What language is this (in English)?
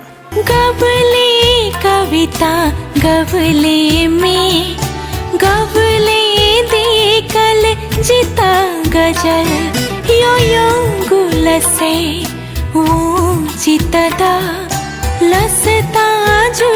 Newari